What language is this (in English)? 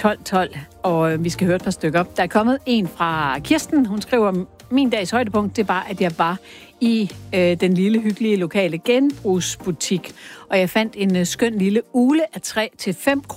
Danish